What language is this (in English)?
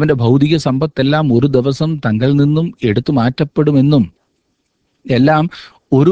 Malayalam